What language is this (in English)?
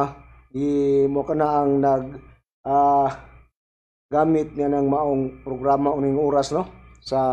Cebuano